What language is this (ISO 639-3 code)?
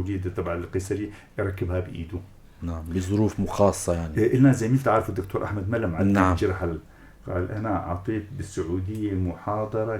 apc